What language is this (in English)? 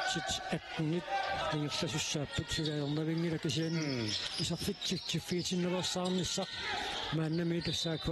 Kalaallisut